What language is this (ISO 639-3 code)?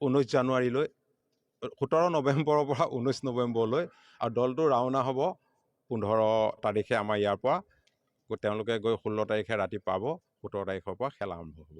asm